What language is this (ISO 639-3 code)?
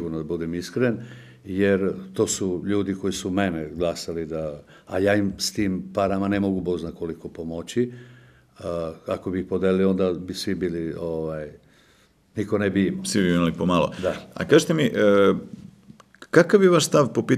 srp